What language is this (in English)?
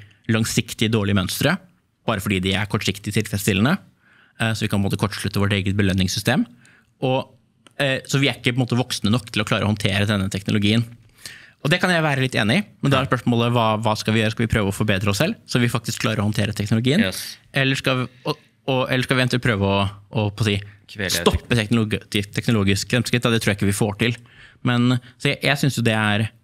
Norwegian